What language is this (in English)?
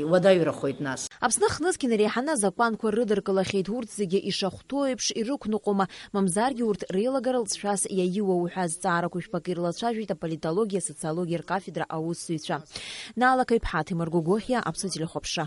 Abkhazian